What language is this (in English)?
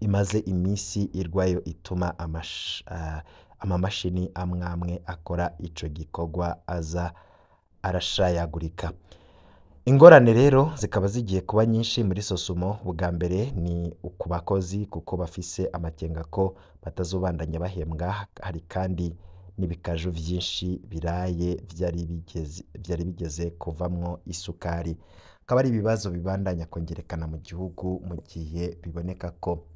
Rundi